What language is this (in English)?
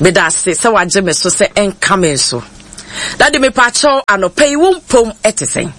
Akan